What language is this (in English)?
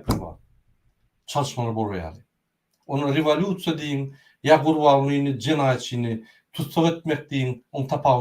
Turkmen